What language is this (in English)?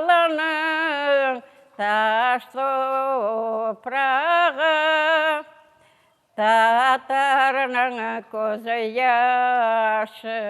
Crimean Tatar